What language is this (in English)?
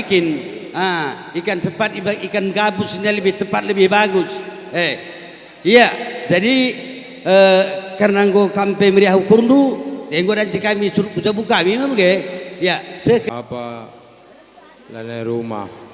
Batak Karo